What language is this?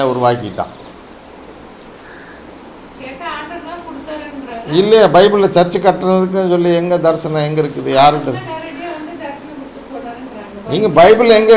Tamil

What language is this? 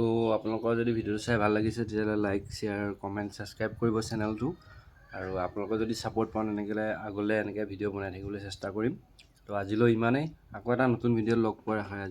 Assamese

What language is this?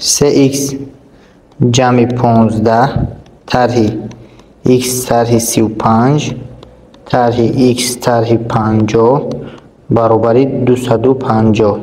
Tajik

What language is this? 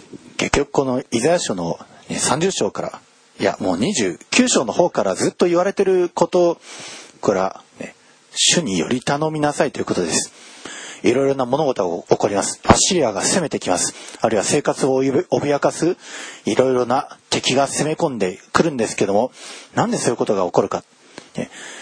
Japanese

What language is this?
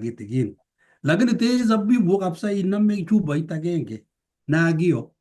Kalenjin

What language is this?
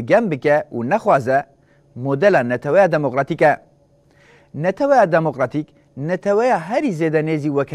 Kurdish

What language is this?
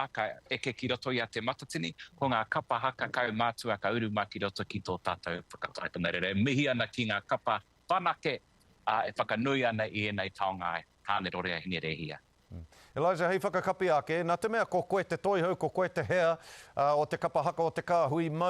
Māori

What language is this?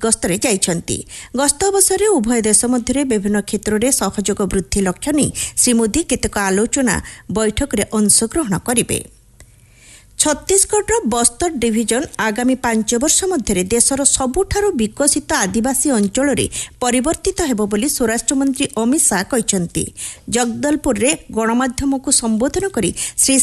Odia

